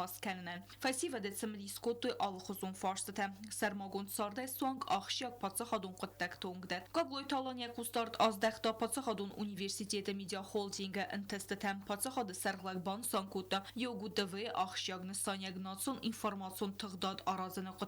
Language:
Ossetic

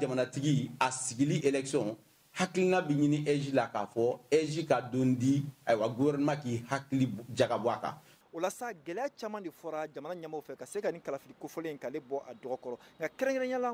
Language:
Bambara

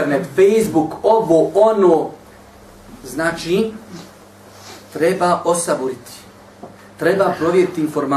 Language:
Bosnian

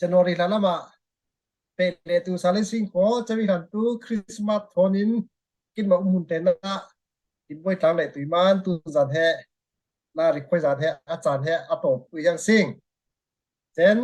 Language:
Falam Chin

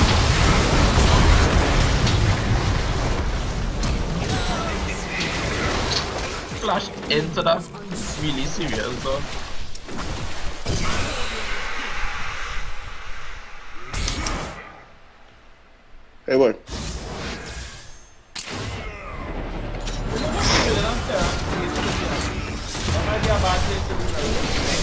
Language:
English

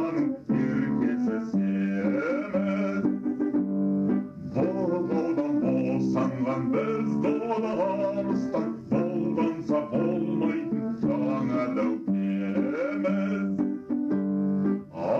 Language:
Kazakh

